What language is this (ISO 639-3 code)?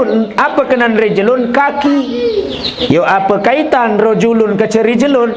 sas